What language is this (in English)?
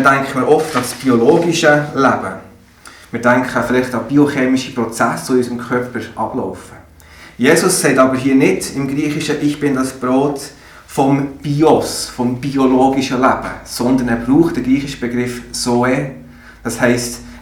Swiss German